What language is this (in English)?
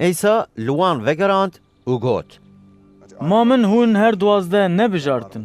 Kurdish